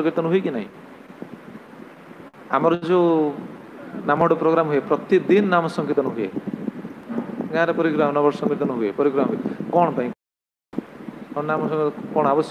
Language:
Odia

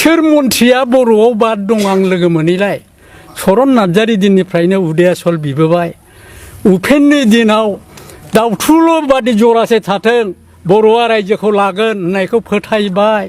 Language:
Bodo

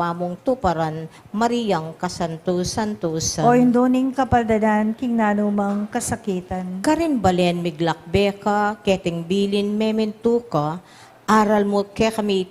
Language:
Pampanga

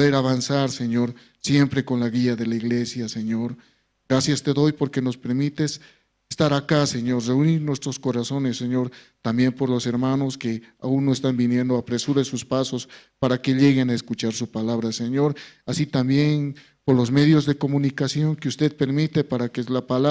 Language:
Aymara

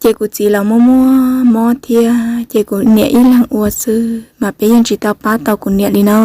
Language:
Hmong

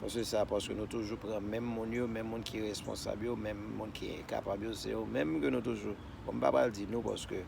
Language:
Haitian Creole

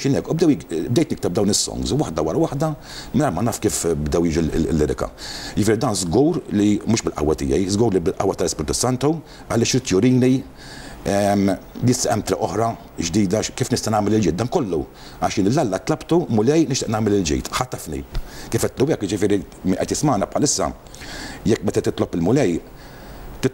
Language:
Maltese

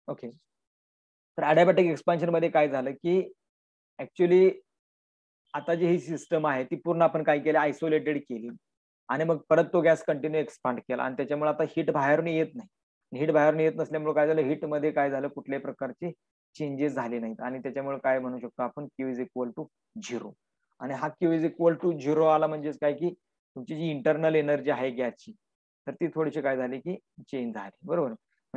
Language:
Marathi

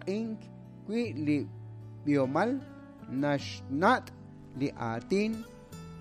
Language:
Kekchí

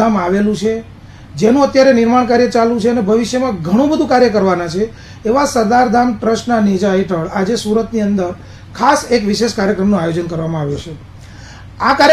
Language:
Gujarati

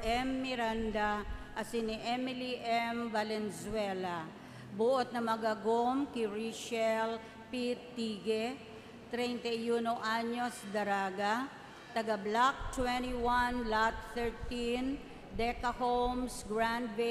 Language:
Bikol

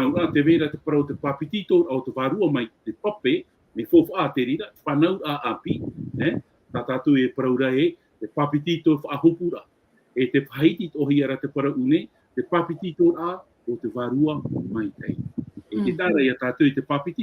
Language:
Tahitian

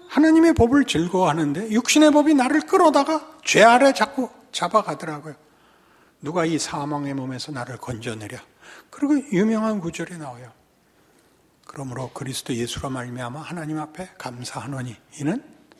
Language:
Korean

